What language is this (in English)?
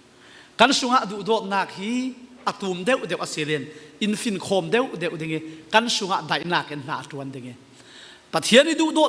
Falam Chin